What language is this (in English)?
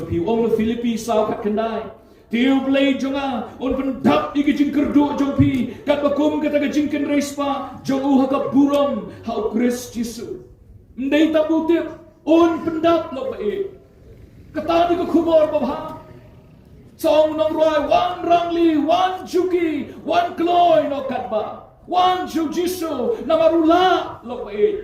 Khasi